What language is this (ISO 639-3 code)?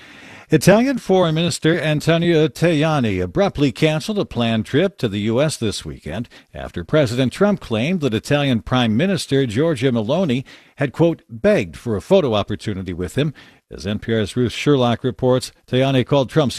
eng